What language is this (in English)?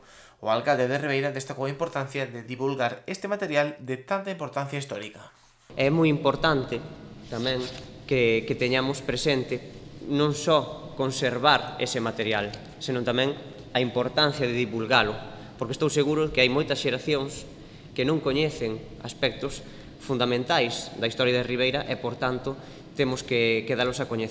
Galician